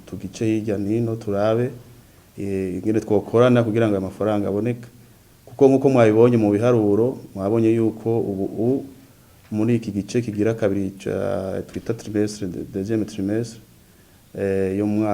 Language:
Rundi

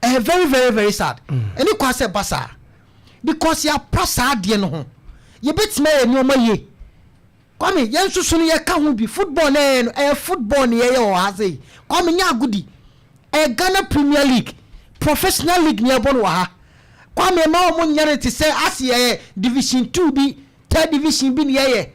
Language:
Akan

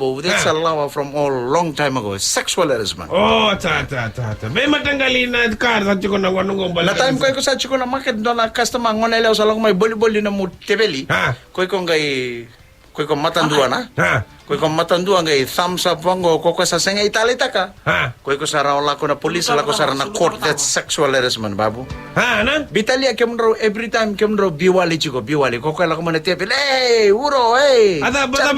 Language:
Fijian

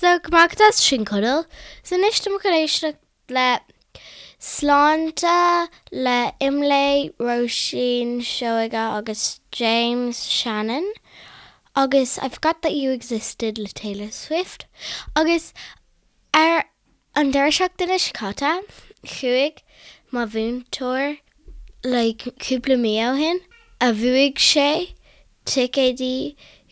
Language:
Irish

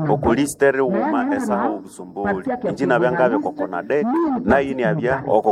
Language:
Nande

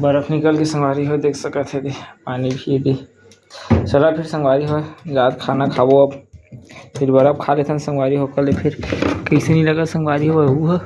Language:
Chhattisgarhi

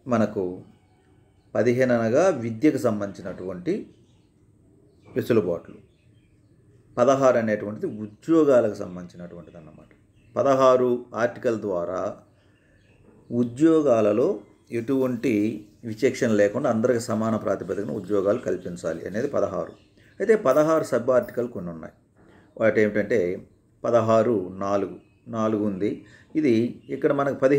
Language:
Telugu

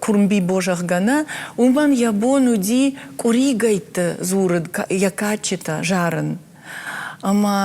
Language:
Ossetic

